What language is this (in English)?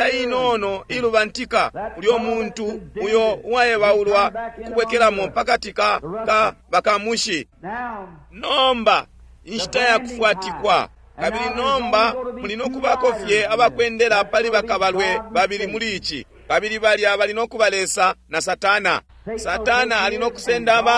Bemba